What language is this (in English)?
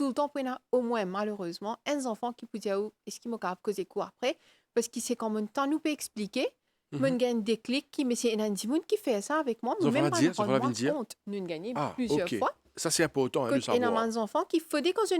Morisyen